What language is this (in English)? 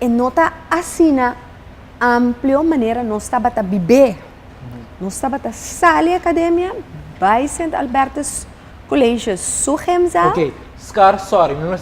Papiamento